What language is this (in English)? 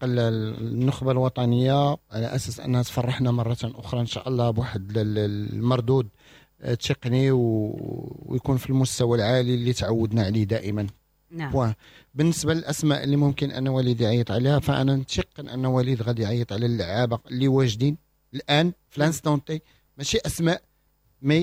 Moroccan Arabic